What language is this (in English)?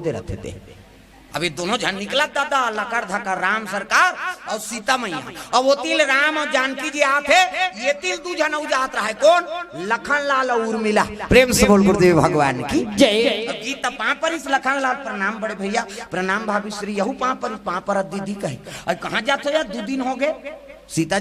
Chhattisgarhi